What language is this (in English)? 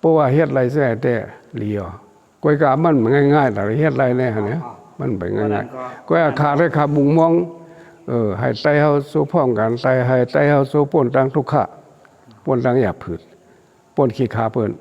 Shan